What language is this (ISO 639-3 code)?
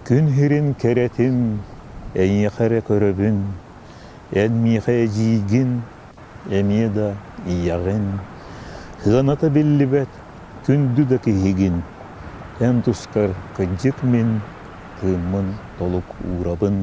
sah